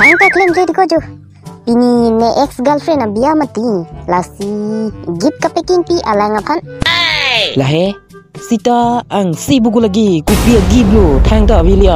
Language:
Karbi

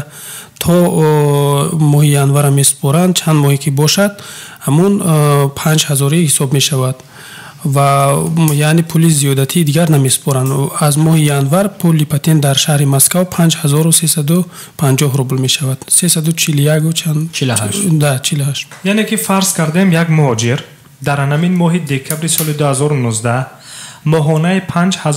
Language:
Tajik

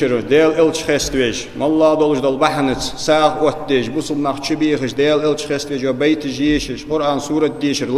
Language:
Ingush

